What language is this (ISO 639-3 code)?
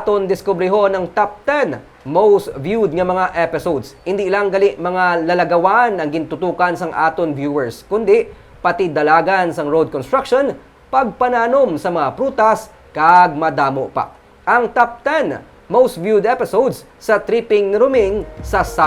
hil